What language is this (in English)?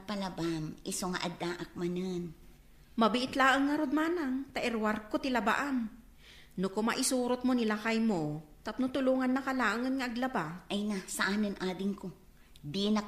Iloko